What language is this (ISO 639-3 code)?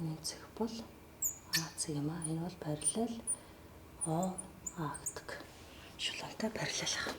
mon